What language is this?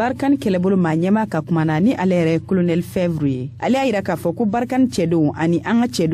Bambara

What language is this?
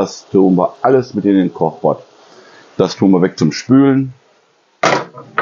German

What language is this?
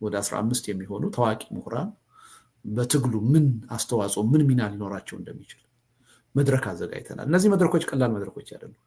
Amharic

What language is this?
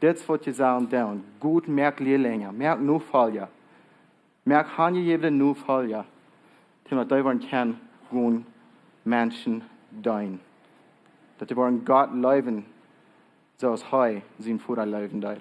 Plautdietsch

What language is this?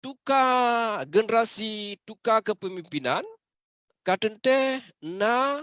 Achinese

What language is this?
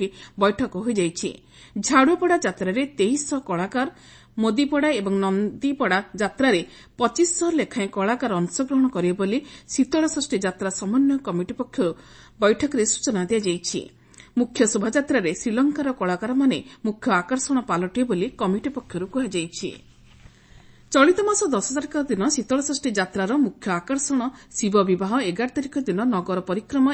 Odia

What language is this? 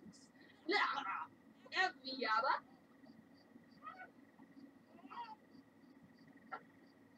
Dutch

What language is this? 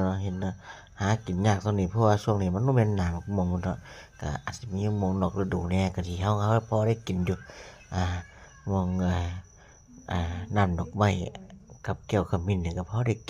Northeastern Thai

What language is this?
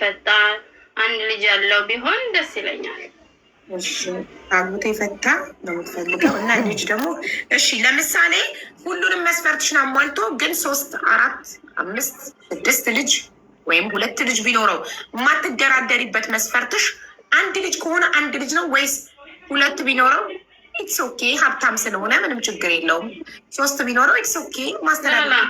Amharic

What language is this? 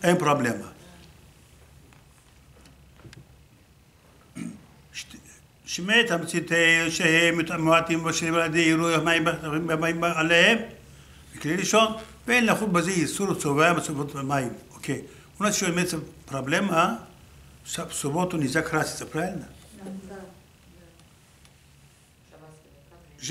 Russian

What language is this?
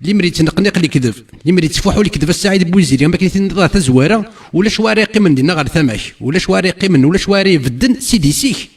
Kabyle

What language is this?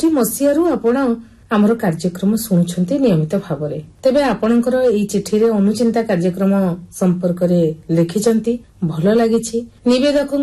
Odia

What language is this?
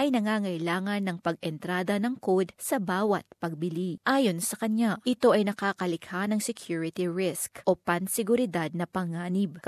Filipino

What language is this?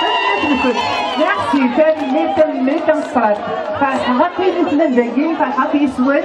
Kabyle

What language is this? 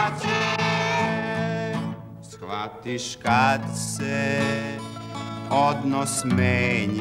Serbian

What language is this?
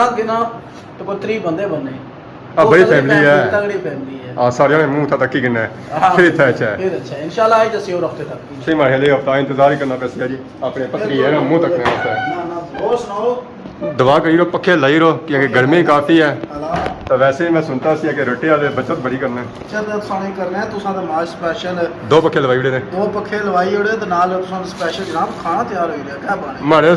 Pahari-Potwari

